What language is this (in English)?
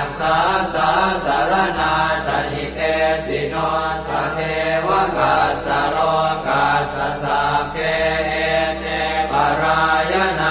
Pali